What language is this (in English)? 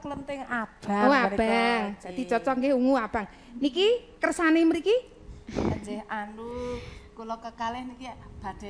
Javanese